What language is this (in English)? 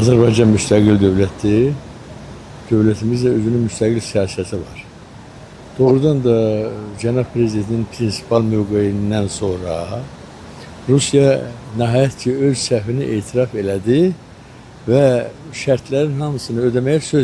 Azerbaijani